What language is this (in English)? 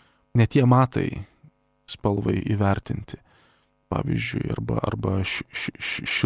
Lithuanian